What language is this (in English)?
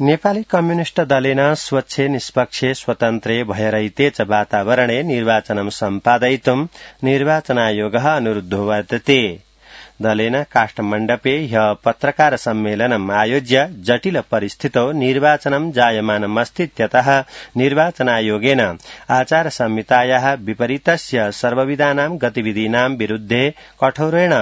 Sanskrit